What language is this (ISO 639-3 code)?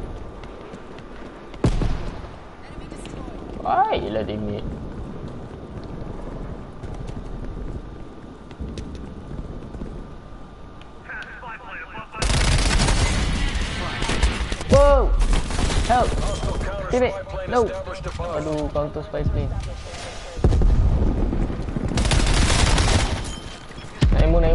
msa